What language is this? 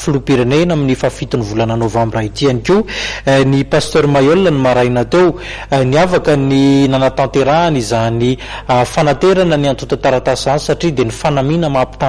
Malagasy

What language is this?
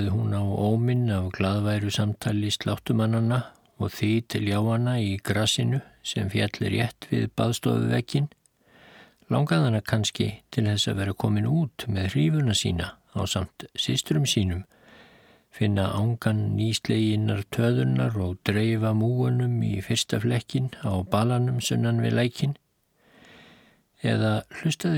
Icelandic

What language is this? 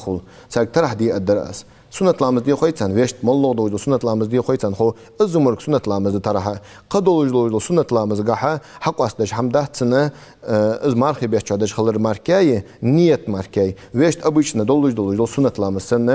Ingush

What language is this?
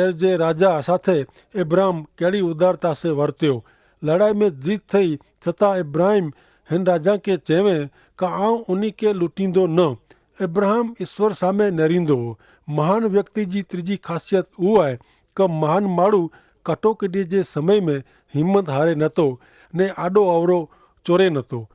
Kachhi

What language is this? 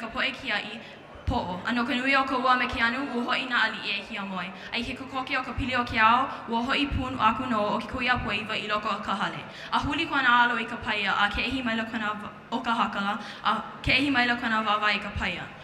Hawaiian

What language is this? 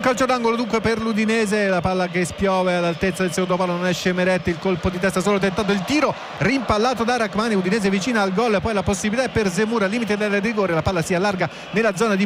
Italian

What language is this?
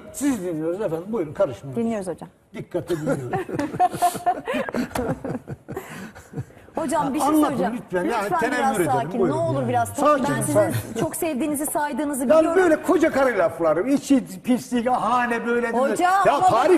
Turkish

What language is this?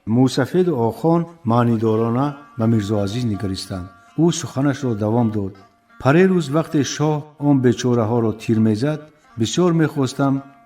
Tajik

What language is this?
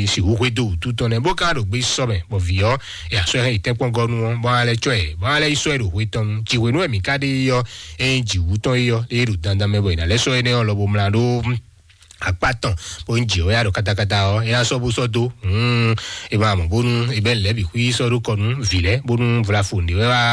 Fon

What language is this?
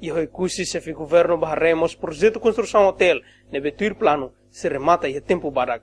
Tetum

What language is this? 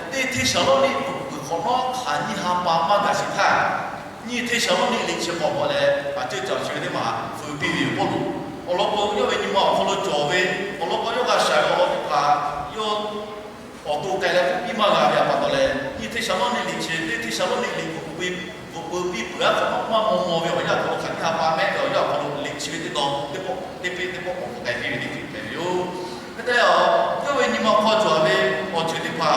Lahu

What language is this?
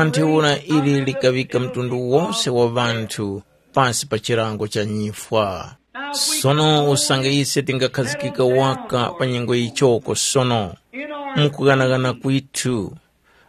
Tumbuka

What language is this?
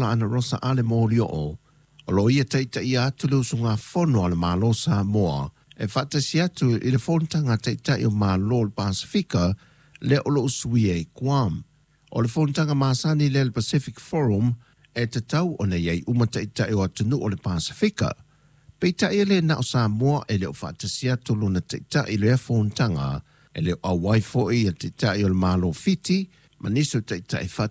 Samoan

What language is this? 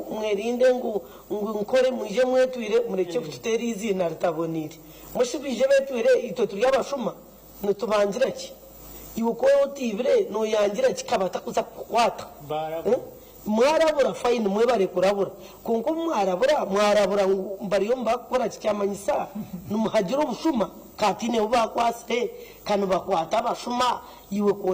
Nyankole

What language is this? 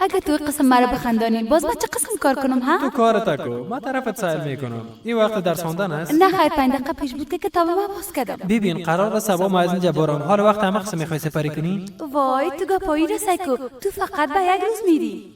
Persian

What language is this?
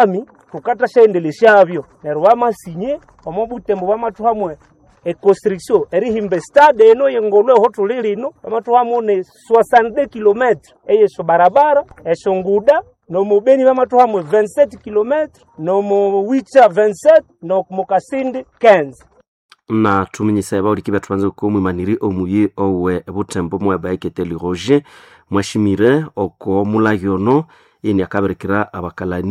Nande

